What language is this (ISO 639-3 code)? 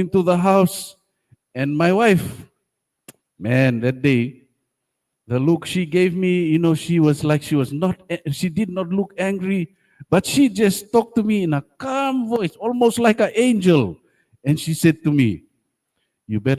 gil